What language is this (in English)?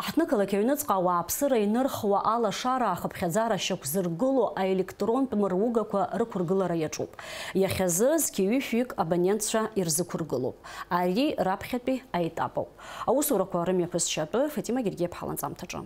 Abkhazian